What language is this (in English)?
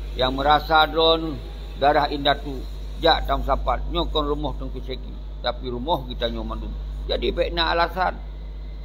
Achinese